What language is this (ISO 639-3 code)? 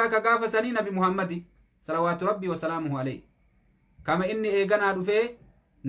orm